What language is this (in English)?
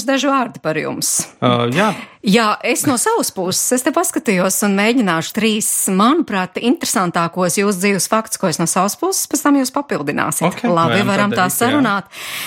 Latvian